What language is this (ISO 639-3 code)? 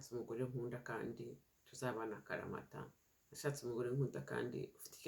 kin